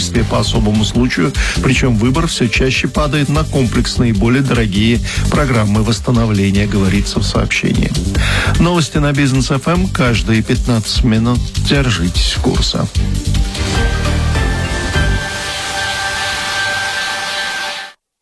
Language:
Russian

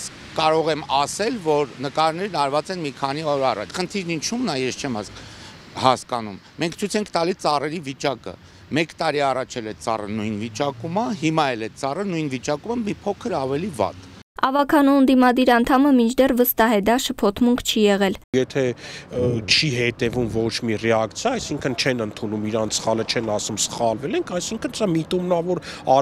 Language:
Armenian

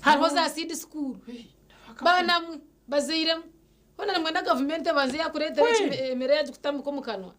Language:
Nyankole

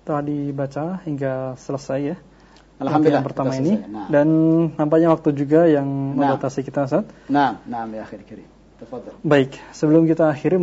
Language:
Indonesian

